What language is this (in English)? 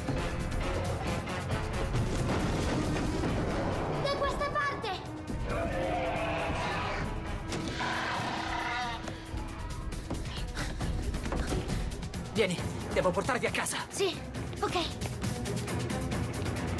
Italian